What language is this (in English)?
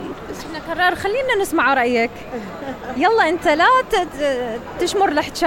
Mesopotamian Arabic